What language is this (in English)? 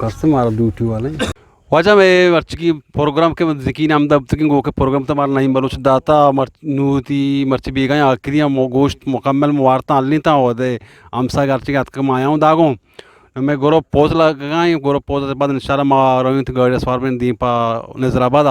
Eastern Balochi